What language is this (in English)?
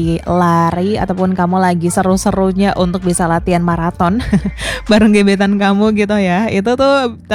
Indonesian